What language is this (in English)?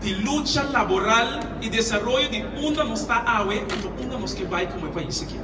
Papiamento